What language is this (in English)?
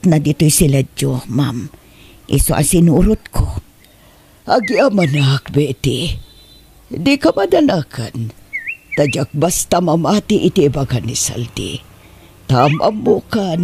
Iloko